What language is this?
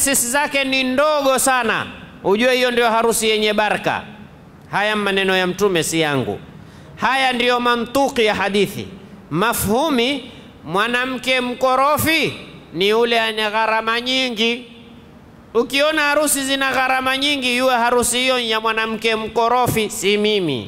Swahili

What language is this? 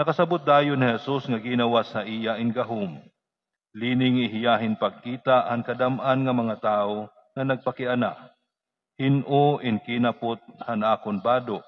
Waray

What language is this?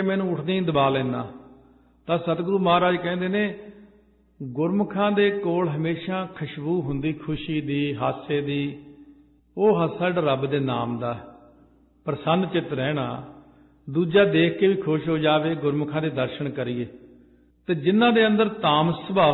Punjabi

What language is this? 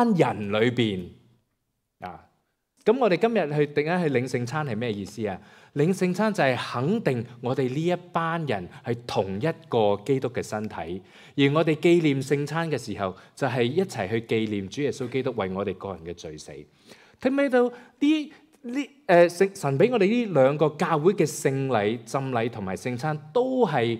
Cantonese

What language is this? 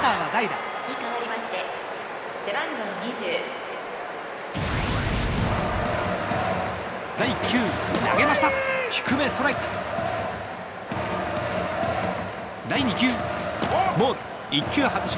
Japanese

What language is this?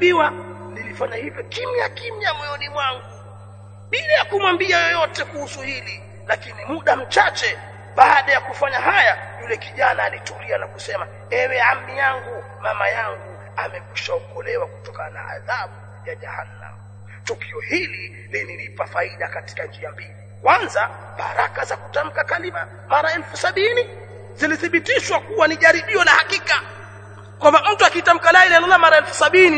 Swahili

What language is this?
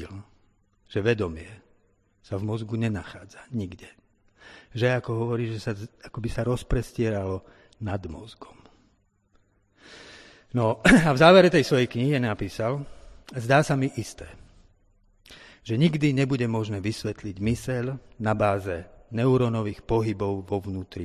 Slovak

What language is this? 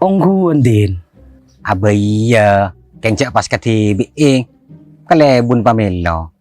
Madurese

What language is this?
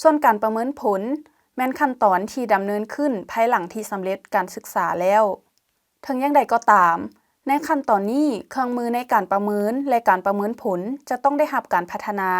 Lao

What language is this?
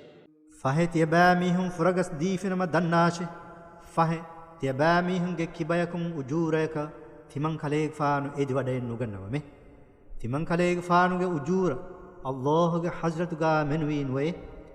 Divehi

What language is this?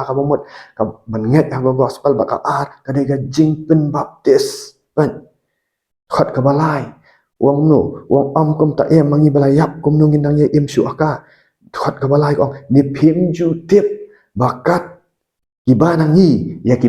Khasi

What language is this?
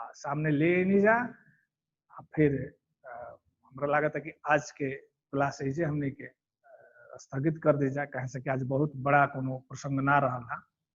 Bhojpuri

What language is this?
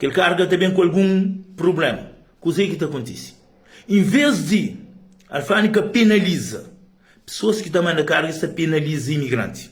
Kabuverdianu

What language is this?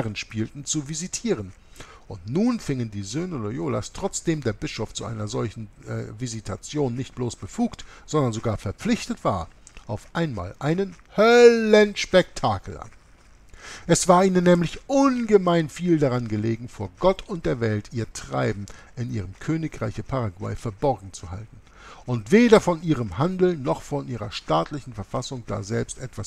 German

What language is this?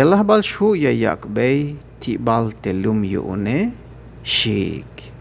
Tzeltal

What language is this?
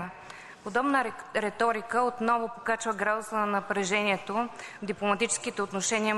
Bulgarian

